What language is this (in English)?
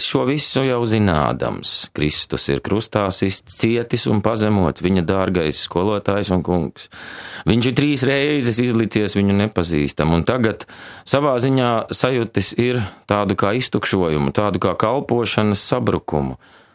Latvian